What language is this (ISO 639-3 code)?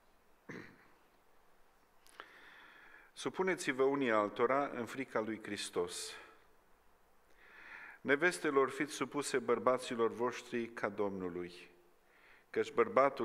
ron